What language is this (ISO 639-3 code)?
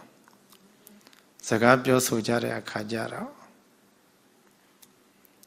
mya